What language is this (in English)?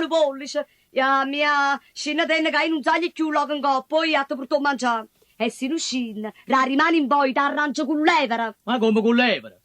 Neapolitan